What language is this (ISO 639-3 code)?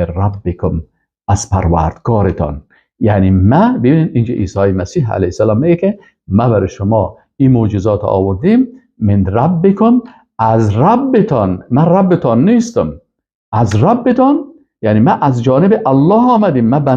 fas